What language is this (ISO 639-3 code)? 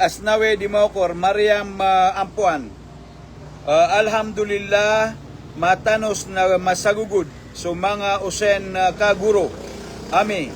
mrw